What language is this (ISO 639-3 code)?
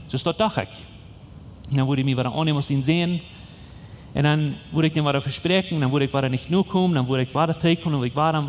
pdt